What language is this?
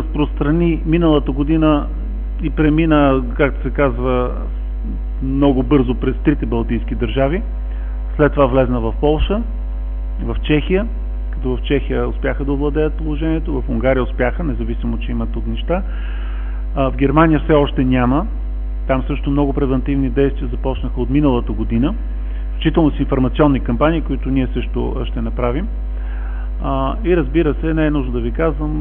Bulgarian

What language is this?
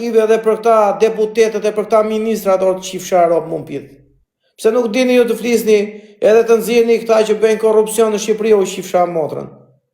Albanian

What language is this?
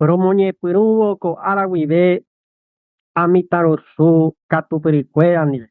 Guarani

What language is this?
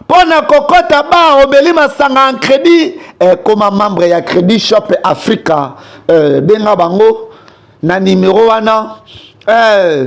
Lingala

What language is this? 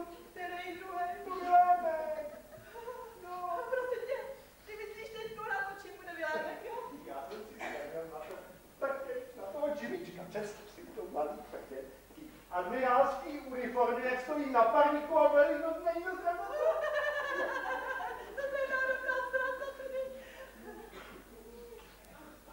Czech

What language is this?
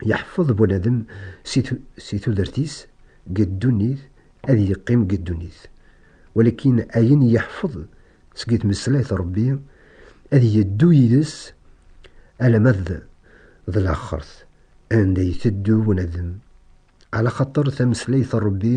Kabyle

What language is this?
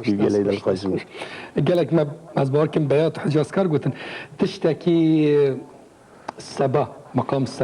Kurdish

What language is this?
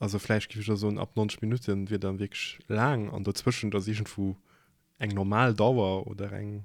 Luxembourgish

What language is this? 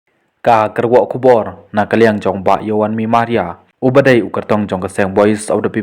Khasi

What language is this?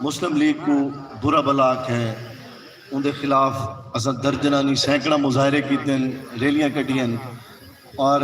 Saraiki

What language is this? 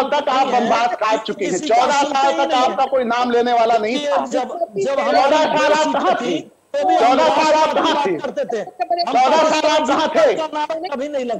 Hindi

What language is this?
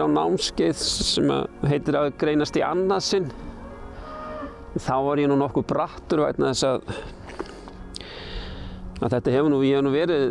Icelandic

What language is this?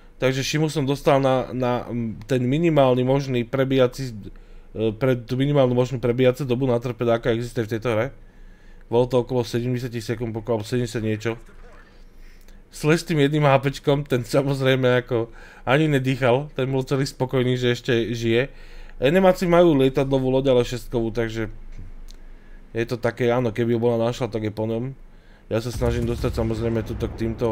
Slovak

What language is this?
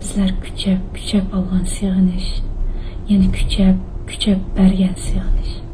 Uyghur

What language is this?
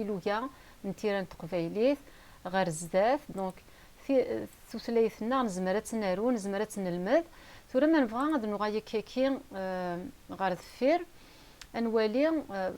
Kabyle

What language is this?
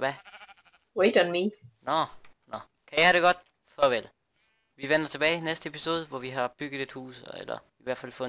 Danish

